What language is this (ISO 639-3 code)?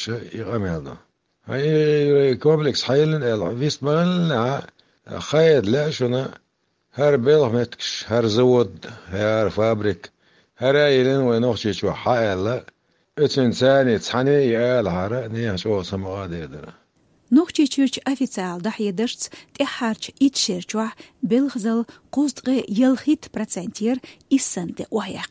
che